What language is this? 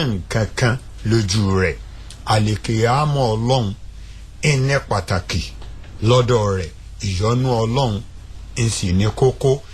Yoruba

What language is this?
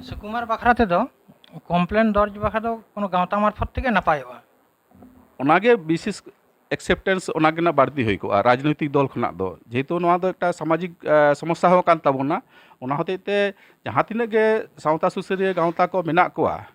Santali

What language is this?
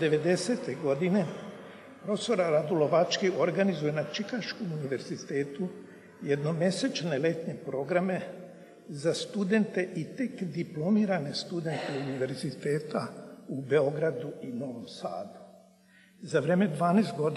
Serbian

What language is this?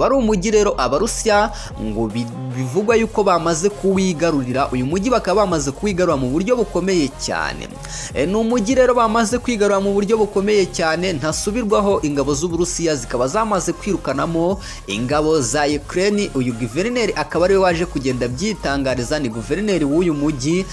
Kinyarwanda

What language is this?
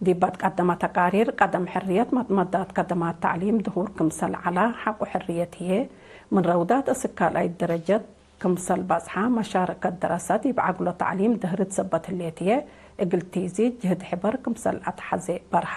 Tigre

